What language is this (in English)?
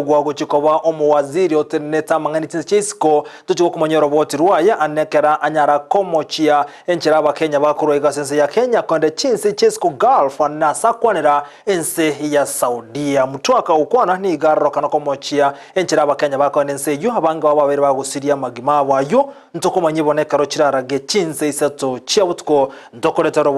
Gusii